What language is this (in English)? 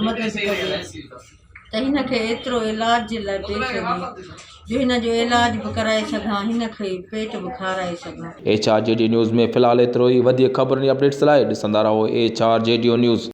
Sindhi